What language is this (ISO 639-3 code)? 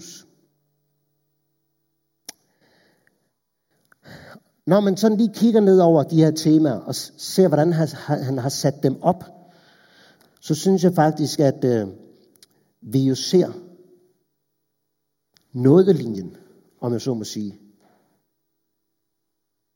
dan